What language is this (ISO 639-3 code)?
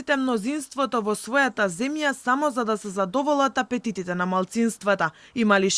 mkd